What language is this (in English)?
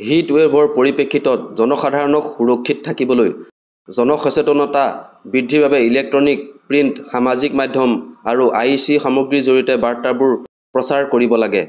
Assamese